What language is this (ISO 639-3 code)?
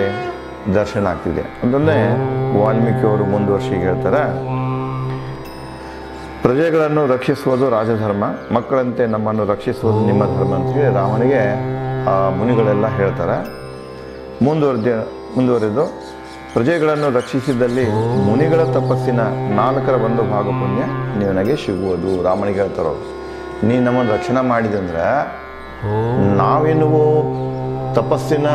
kan